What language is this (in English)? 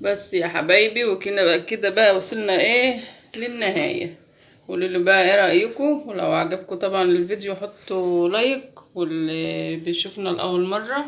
Egyptian Arabic